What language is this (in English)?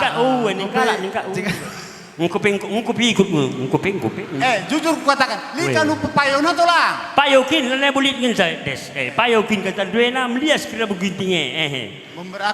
Batak Karo